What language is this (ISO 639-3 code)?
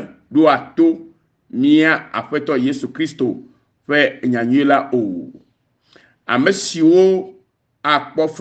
ewe